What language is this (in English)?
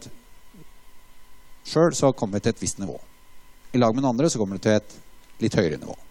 Norwegian